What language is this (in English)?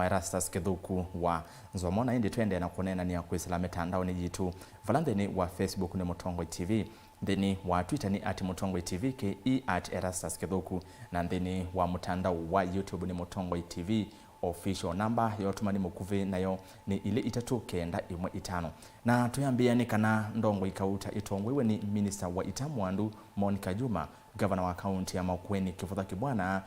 Kamba